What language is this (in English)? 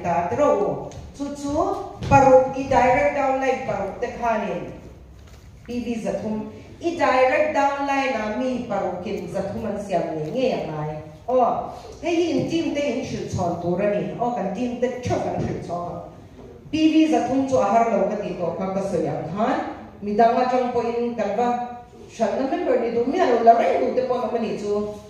Mizo